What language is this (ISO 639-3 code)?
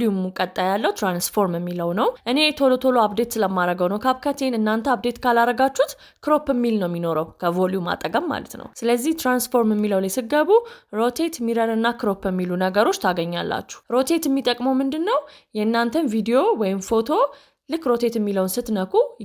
amh